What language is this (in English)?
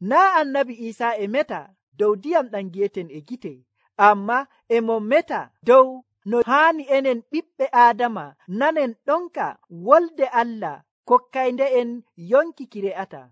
Nigerian Fulfulde